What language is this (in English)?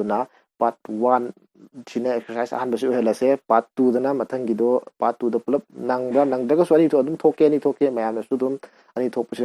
Manipuri